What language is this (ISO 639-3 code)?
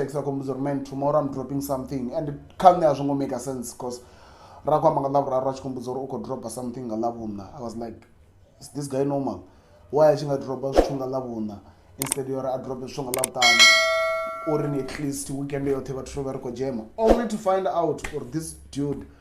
ven